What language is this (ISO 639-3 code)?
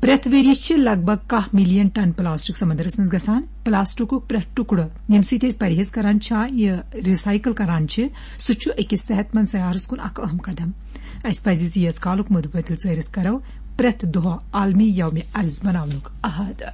kas